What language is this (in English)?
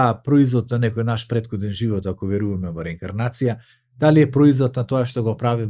Macedonian